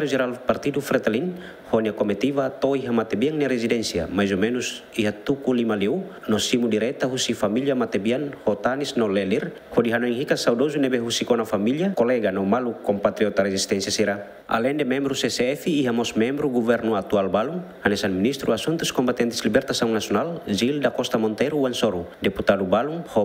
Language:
Tetum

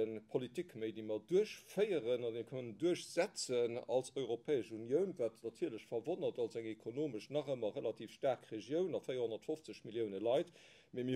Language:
Luxembourgish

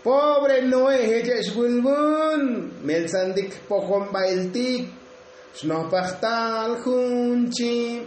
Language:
Tzotzil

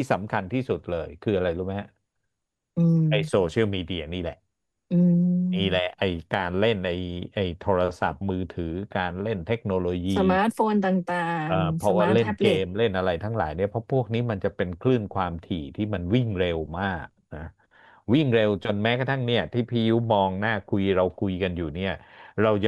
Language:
Thai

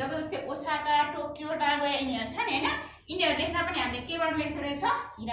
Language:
Nepali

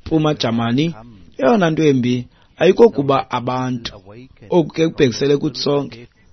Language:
Xhosa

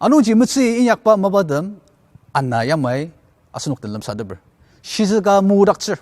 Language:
Ao Naga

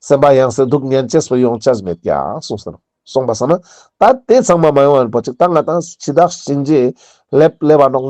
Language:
Ladakhi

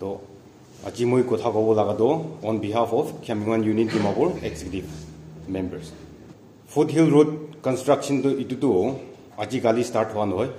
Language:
Naga Pidgin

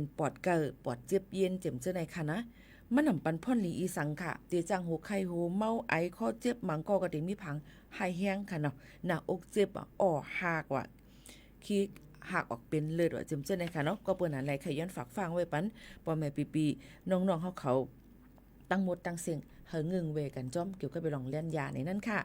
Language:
Shan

